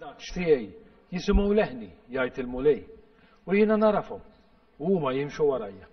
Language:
Maltese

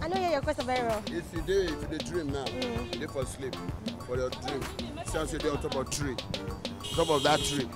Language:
Nigerian Pidgin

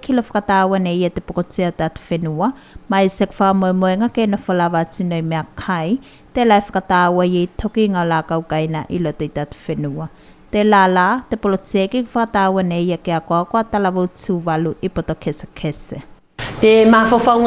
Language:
Tuvalu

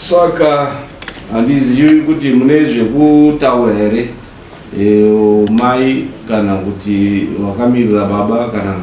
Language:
Shona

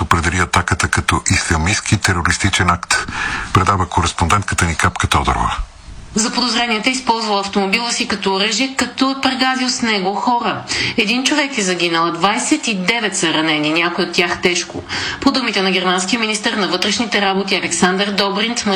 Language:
Bulgarian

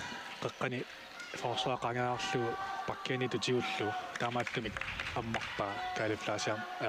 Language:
Kalaallisut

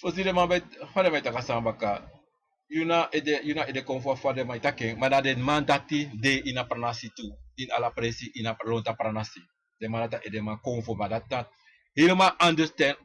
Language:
Sranan Tongo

